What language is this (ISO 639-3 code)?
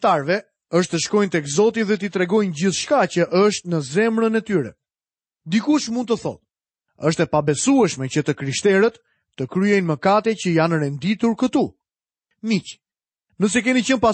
sqi